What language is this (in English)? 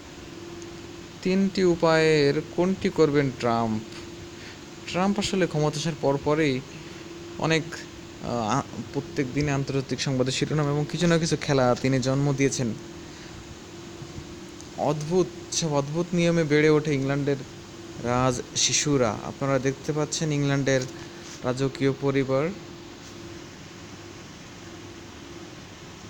Bangla